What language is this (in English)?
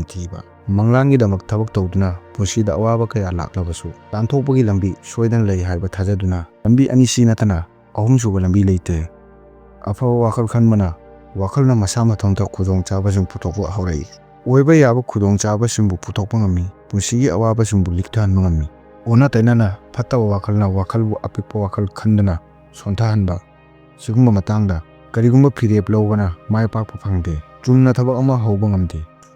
Manipuri